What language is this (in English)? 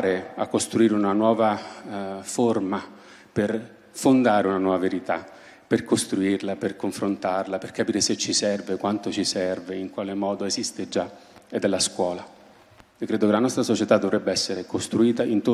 Italian